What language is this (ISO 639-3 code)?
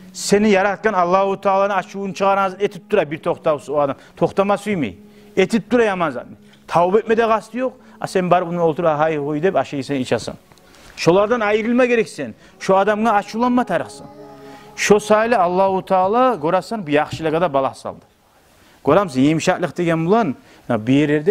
kum